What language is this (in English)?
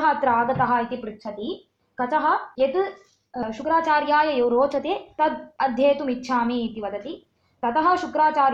Sanskrit